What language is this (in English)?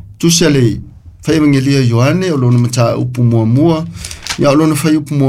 Samoan